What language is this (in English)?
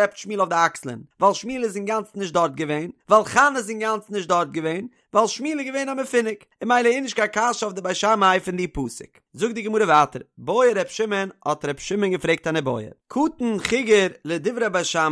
Yiddish